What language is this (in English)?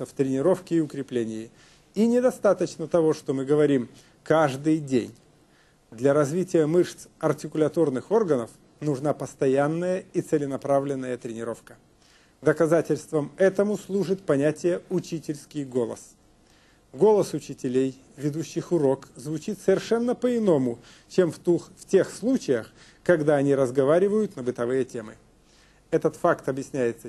Russian